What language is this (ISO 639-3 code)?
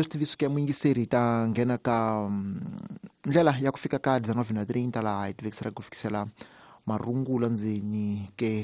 tso